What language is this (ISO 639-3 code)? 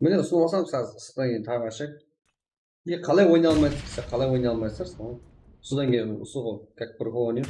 kaa